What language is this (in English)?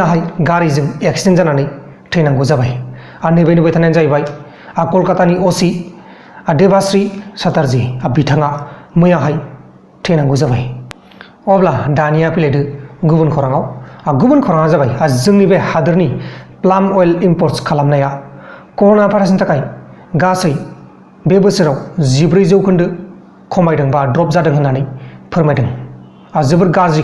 Bodo